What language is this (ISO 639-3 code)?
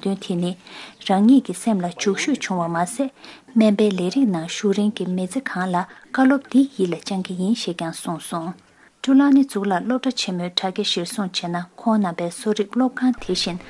bod